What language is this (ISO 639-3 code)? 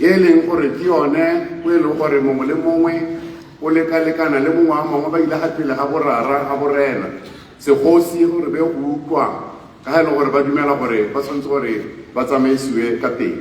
tsn